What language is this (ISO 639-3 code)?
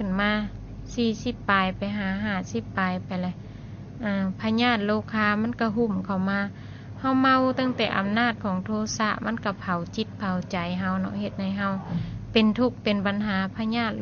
lao